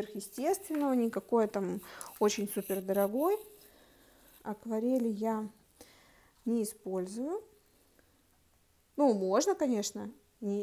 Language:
Russian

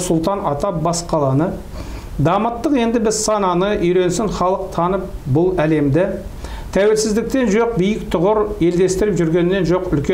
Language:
Kazakh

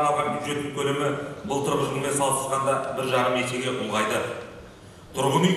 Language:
Kazakh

